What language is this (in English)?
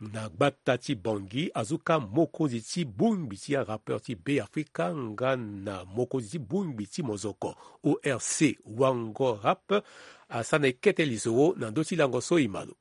Sango